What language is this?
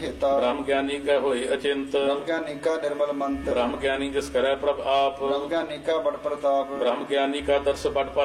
Punjabi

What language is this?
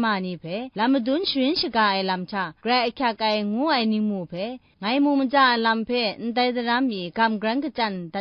Kachin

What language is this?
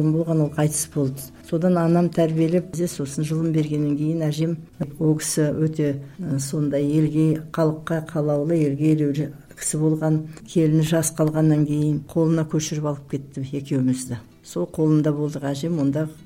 Kazakh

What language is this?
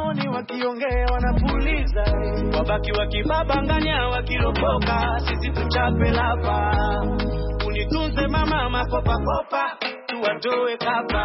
Swahili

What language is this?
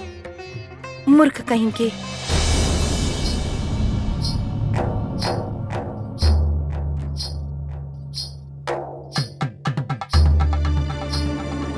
Bhojpuri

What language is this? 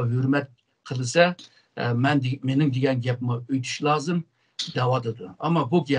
Uyghur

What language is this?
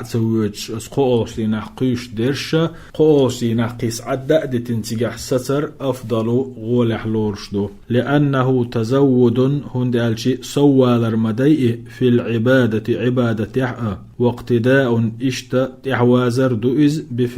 Chechen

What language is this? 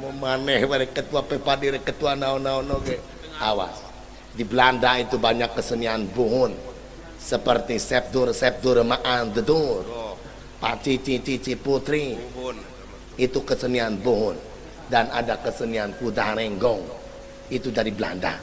Sundanese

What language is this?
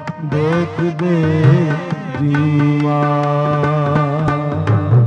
Punjabi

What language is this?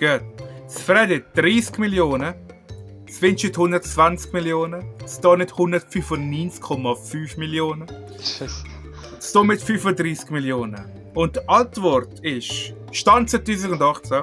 Swiss German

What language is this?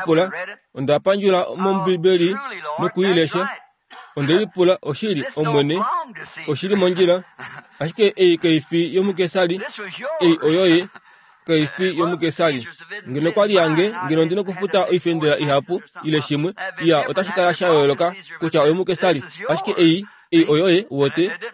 Kuanyama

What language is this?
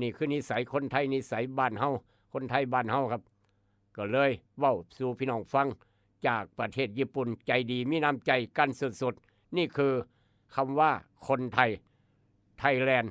Northeastern Thai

